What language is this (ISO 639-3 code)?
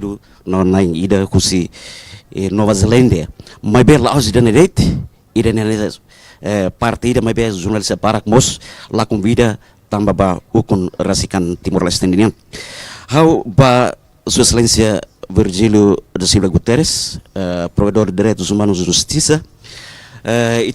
tet